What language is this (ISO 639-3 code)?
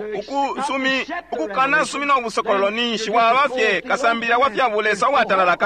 bem